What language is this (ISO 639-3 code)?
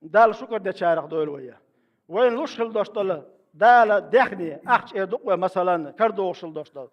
che